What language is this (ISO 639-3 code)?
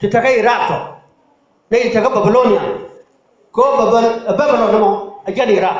nus